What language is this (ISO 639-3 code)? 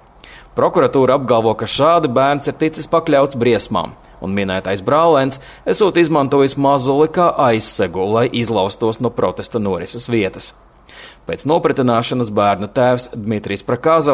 lav